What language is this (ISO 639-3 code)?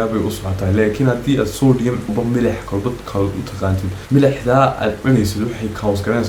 som